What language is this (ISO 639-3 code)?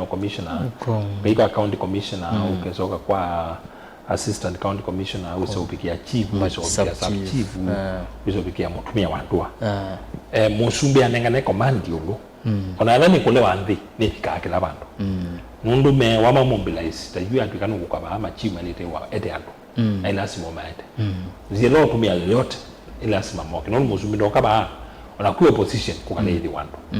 kam